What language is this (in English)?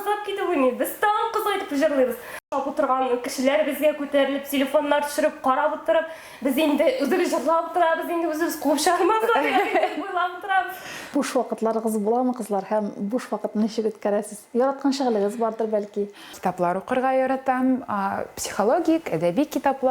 Tatar